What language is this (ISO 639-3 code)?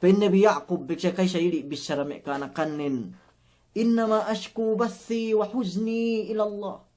yka